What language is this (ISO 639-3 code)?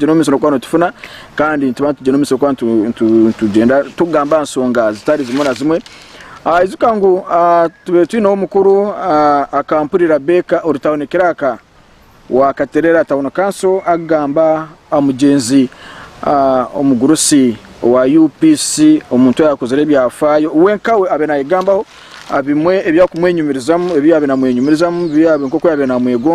nyn